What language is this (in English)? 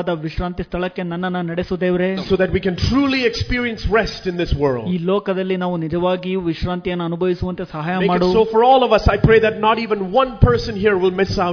Kannada